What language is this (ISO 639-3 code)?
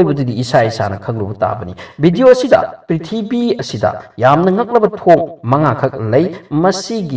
mni